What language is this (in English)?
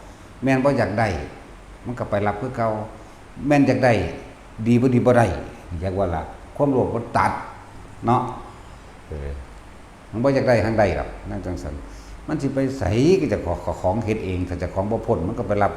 Northeastern Thai